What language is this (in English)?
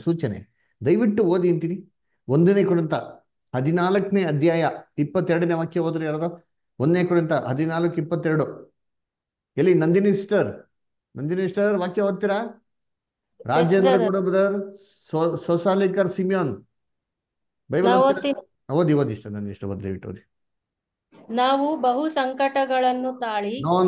Kannada